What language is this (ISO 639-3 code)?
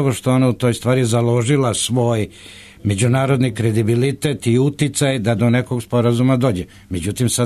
srp